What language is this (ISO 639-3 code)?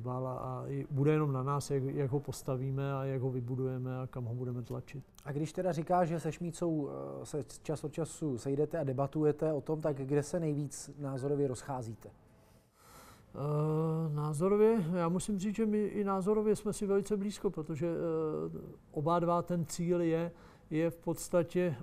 ces